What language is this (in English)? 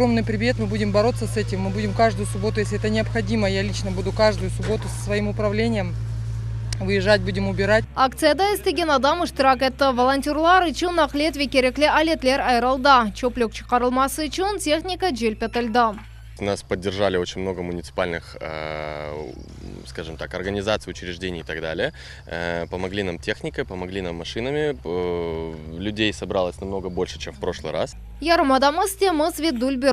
Crimean Tatar